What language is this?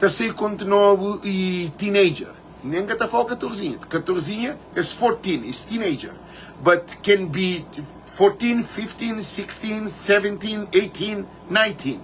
Kabuverdianu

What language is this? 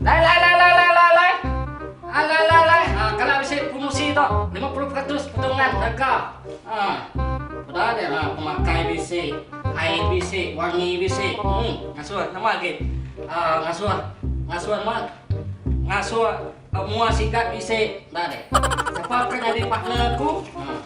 Iban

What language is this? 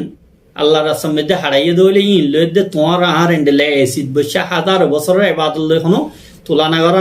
Rohingya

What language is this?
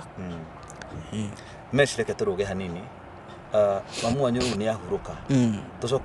Kikuyu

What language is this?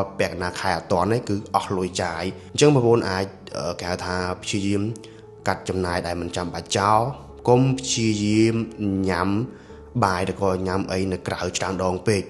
Khmer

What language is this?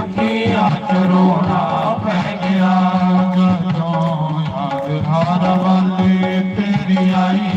Dogri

